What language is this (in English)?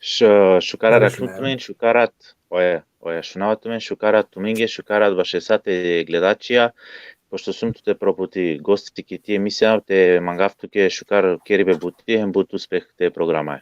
Balkan Romani